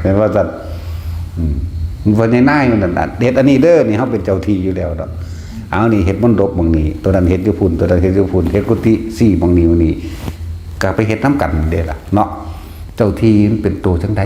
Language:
Northeastern Thai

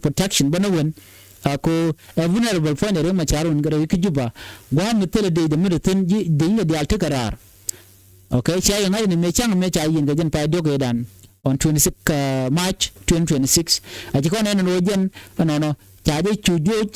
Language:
Nuer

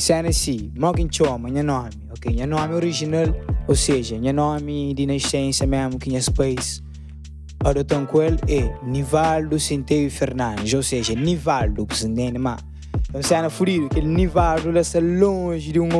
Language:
Kabuverdianu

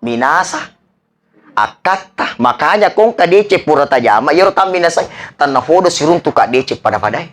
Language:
Buginese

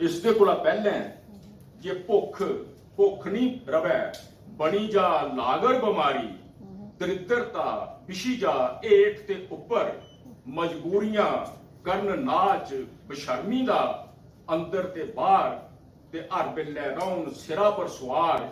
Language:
Dogri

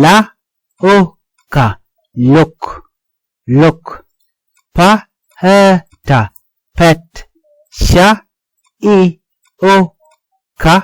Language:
Nuer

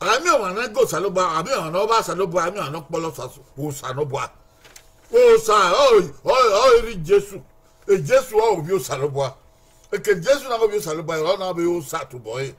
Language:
Bini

